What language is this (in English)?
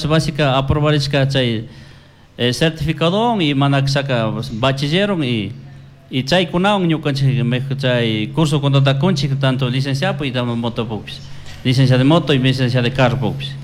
Chimborazo Highland Quichua